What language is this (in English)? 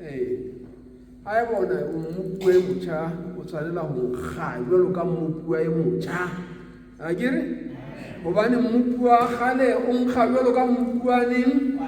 Southern Sotho